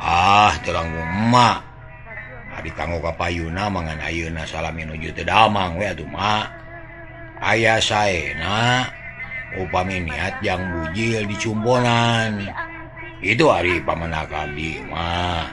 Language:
Sundanese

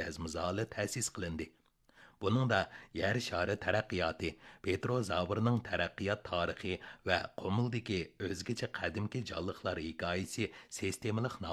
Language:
Uyghur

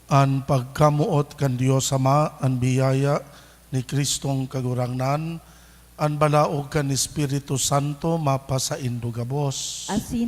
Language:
Bikol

